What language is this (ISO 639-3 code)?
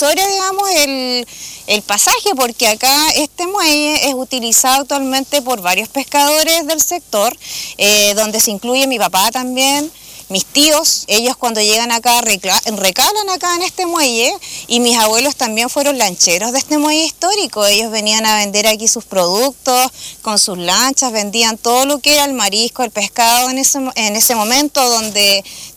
spa